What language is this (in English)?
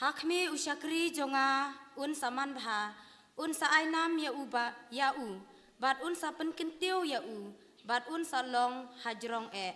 Khasi